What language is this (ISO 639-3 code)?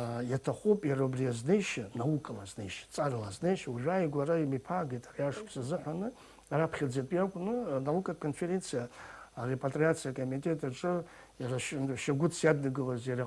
abk